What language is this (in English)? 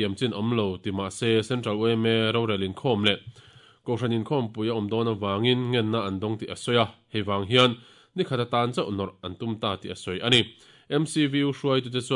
Mizo